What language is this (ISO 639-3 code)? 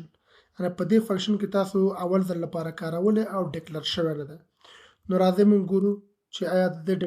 pus